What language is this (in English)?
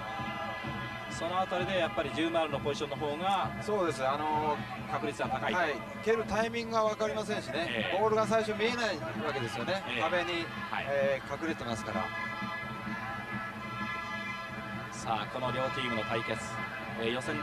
Japanese